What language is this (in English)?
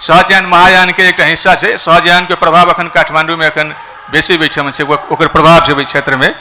Maithili